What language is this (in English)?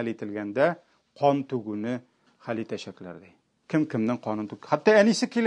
Tatar